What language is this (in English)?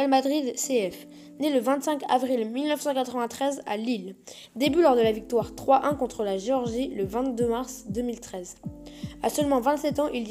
French